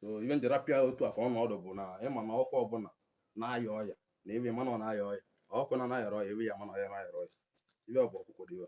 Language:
Igbo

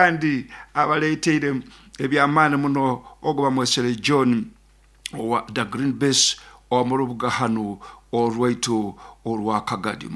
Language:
Nyankole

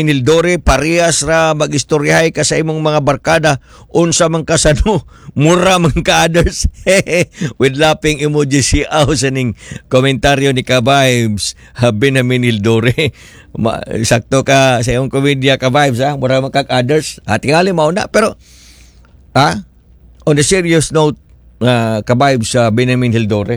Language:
Cebuano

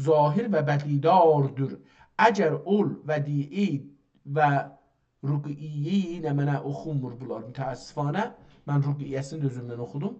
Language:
South Azerbaijani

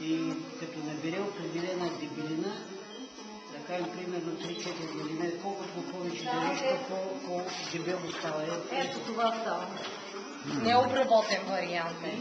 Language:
Macedonian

